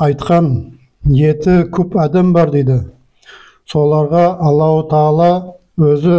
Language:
Nogai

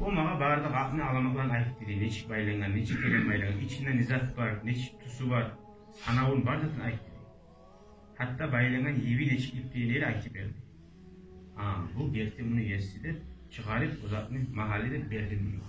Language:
Kumyk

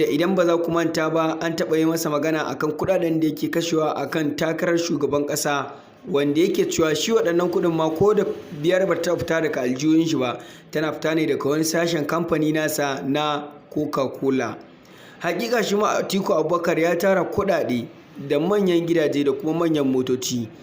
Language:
Hausa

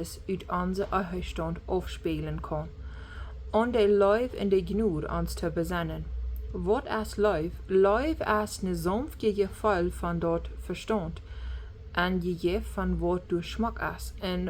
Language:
Plautdietsch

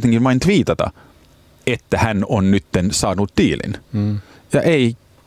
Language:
Finnish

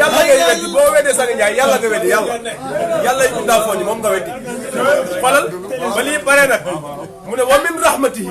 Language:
Wolof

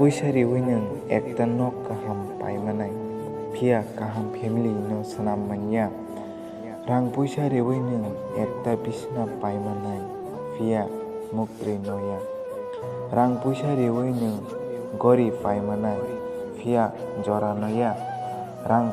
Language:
Kok Borok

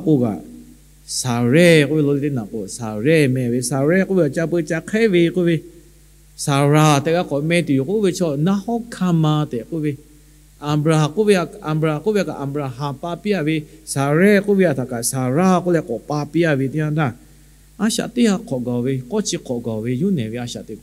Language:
Lahu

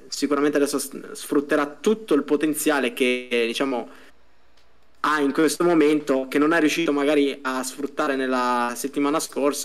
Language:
Italian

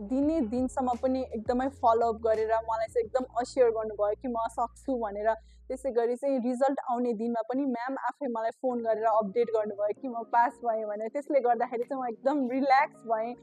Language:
Nepali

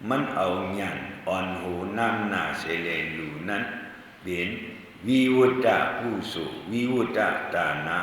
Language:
Shan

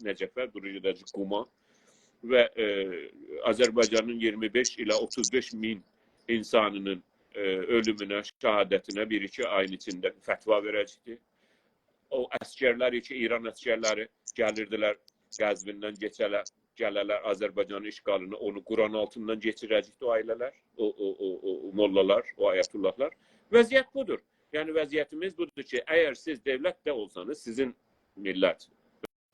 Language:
South Azerbaijani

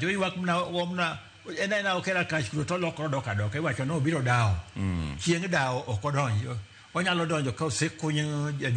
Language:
Luo (Kenya and Tanzania)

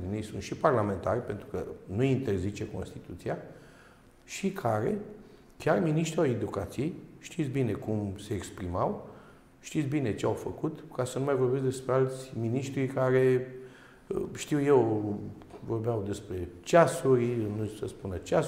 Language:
Romanian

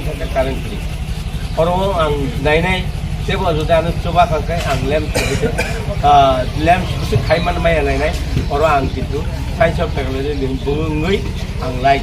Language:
Kok Borok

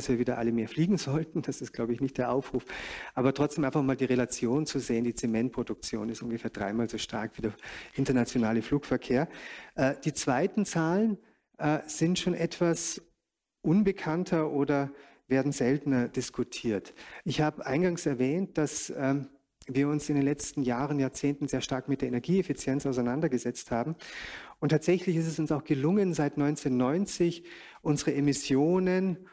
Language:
German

